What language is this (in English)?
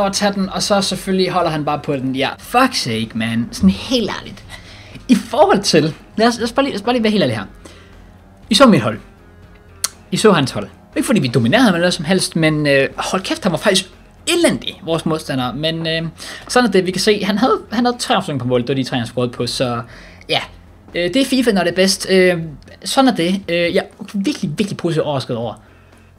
Danish